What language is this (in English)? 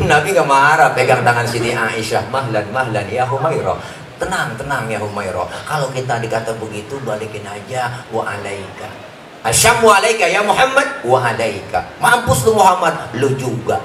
Betawi